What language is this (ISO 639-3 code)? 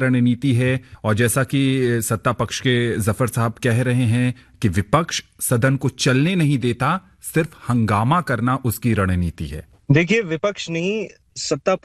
hin